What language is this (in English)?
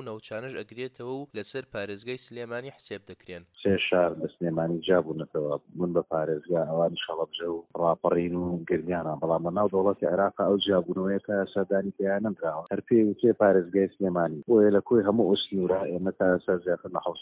Central Kurdish